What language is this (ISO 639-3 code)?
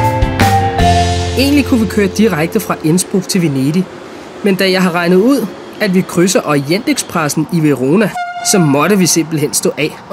dan